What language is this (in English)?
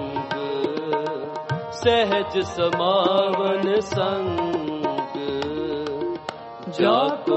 Hindi